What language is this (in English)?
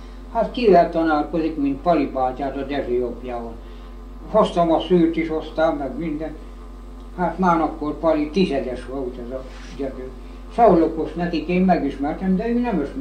Hungarian